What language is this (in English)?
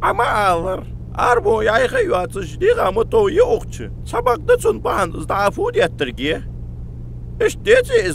Ingush